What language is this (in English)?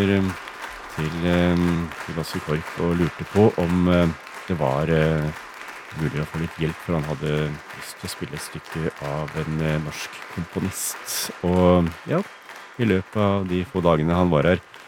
Norwegian